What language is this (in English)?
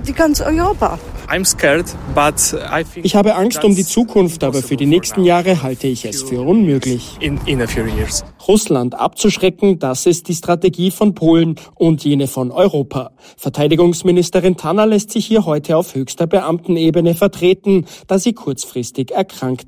German